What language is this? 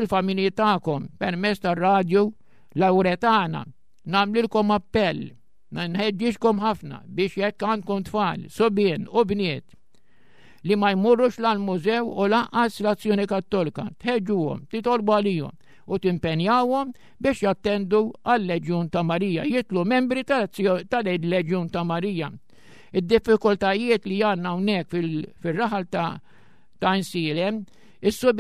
Maltese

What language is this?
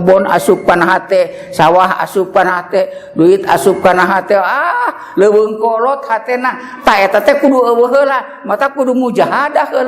Sundanese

